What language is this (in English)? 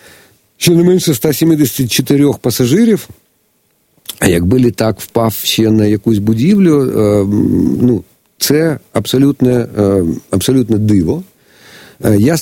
Ukrainian